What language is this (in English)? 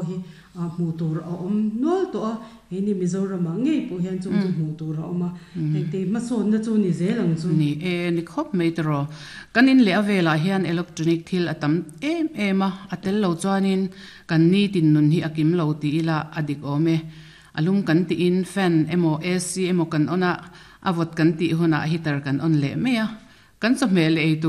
Mizo